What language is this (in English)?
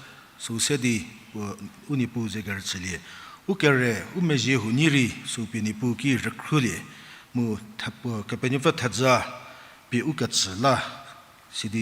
Angami Naga